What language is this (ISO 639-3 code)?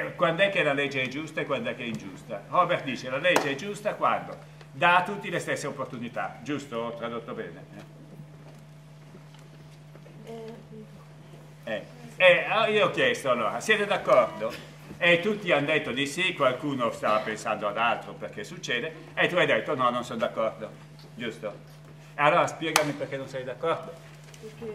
ita